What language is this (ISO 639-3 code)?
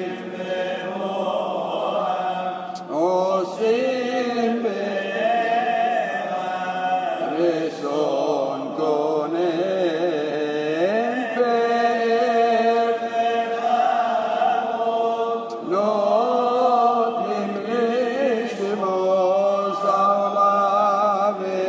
heb